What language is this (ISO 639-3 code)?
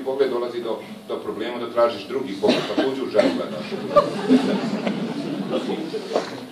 bos